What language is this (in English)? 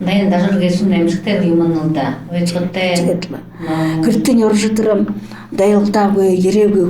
Buriat